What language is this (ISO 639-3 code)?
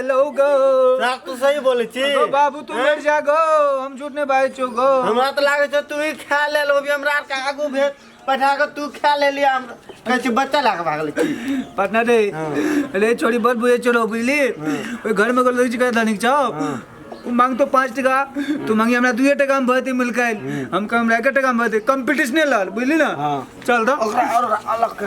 mai